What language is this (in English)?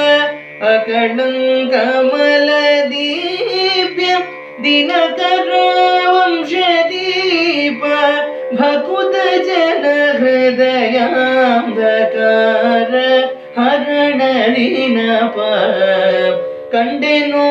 Kannada